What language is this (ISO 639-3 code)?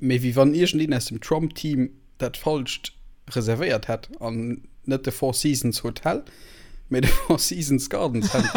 ltz